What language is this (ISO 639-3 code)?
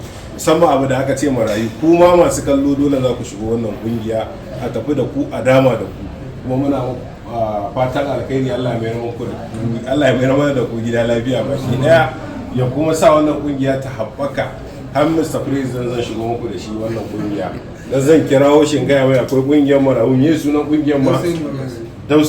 hau